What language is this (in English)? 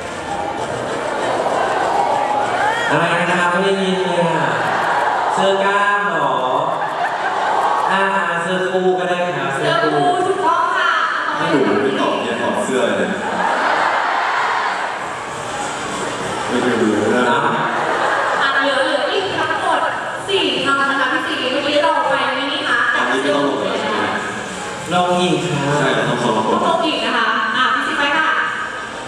Thai